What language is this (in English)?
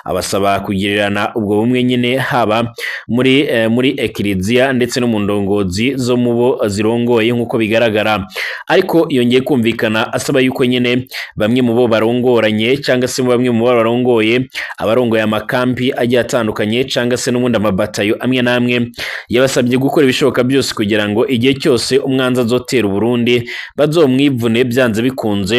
Rundi